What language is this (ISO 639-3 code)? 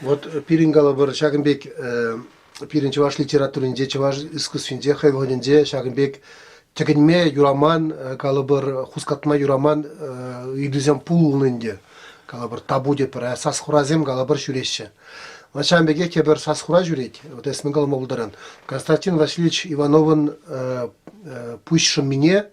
chv